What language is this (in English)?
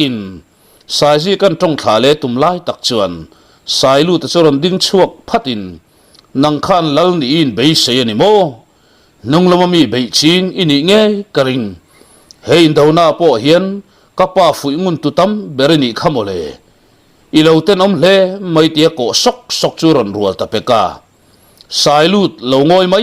Mizo